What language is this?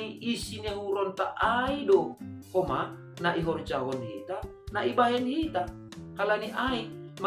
Batak Simalungun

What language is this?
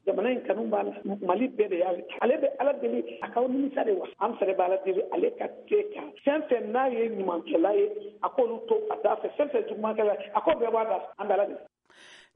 Bambara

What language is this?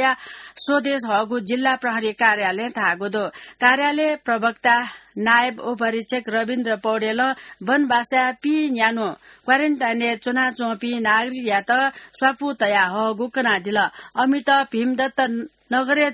Newari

